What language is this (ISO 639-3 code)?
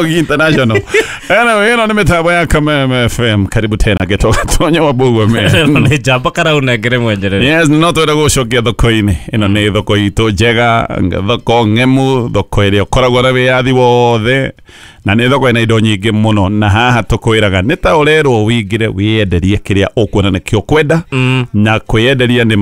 kik